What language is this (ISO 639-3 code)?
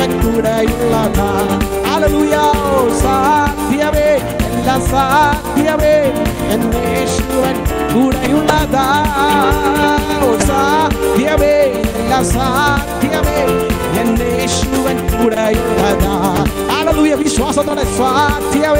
mal